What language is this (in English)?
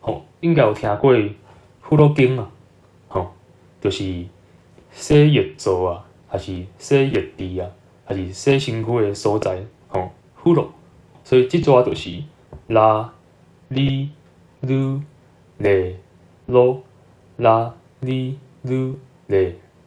Min Nan Chinese